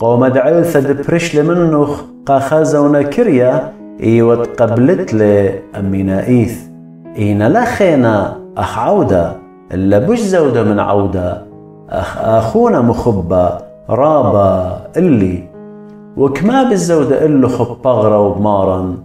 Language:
Assyrian Neo-Aramaic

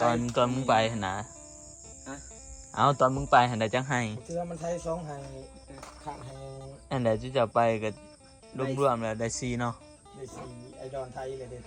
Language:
Northeastern Thai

